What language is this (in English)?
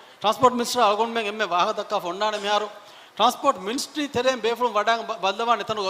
Divehi